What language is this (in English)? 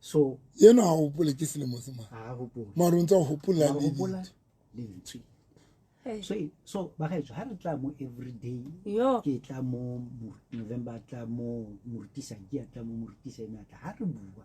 Southern Sotho